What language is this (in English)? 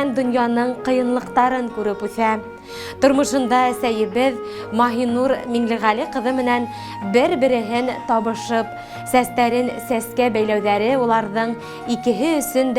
Bashkir